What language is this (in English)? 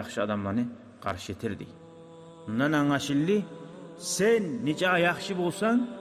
Kumyk